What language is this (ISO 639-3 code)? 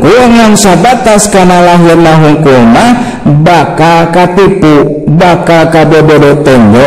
sun